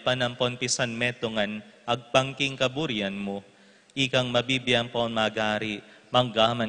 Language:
Pampanga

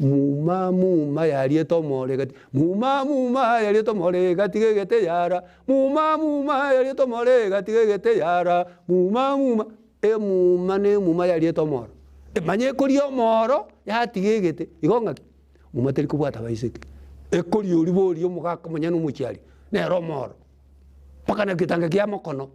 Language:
Gusii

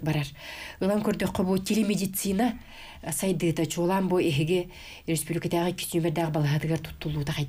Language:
Yakut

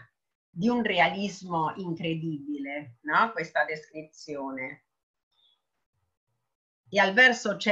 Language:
Italian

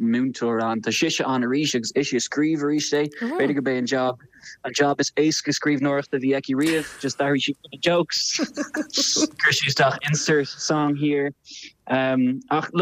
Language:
Irish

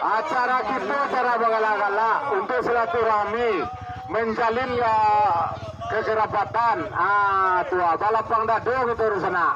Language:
Minangkabau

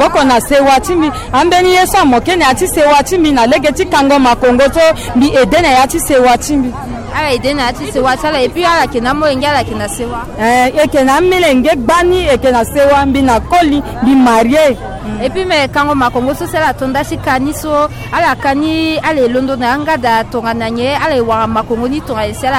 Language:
Sango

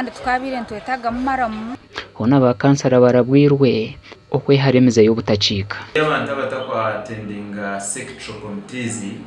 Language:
Nyankole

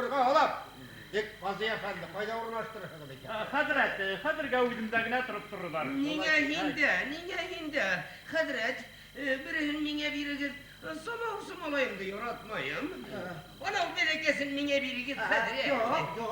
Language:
Bashkir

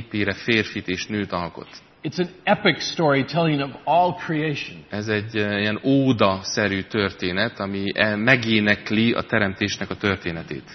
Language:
Hungarian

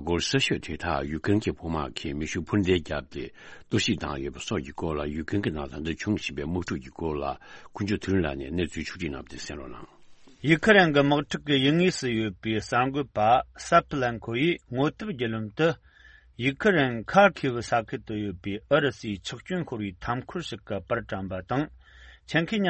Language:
Tibetan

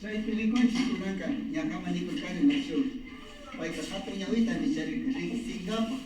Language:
Imbabura Highland Quichua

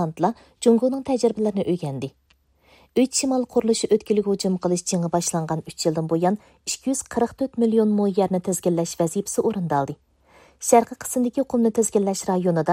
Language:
Uyghur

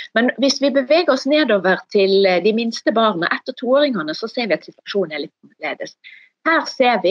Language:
Norwegian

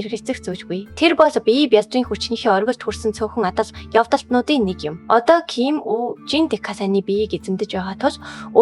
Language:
Mongolian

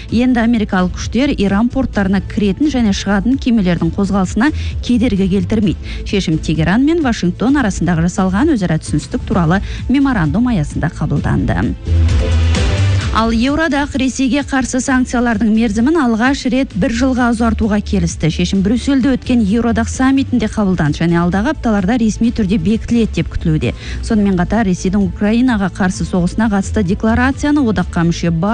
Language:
Kazakh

